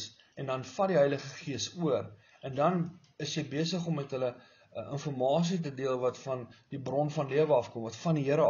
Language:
Afrikaans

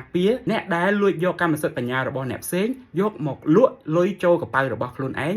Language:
Khmer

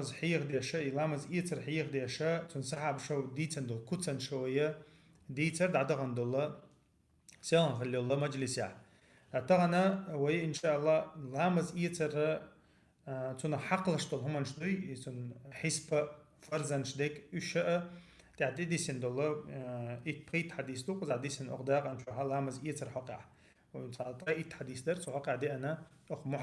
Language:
Chechen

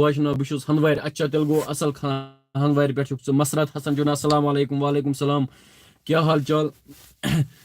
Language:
Kashmiri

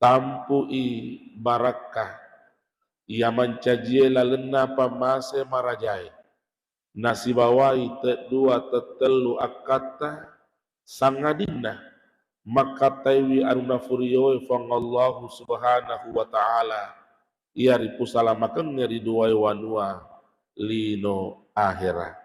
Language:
Buginese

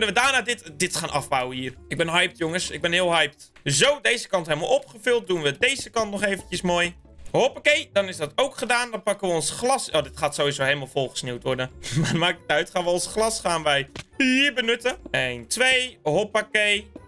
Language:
Dutch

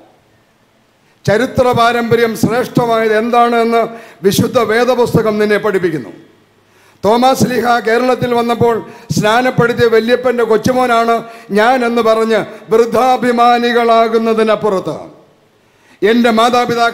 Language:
Malayalam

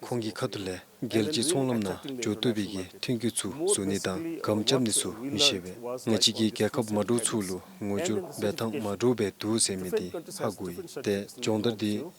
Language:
Dzongkha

